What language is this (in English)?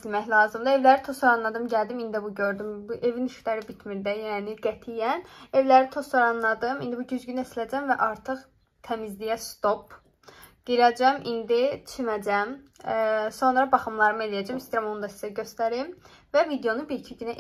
Azerbaijani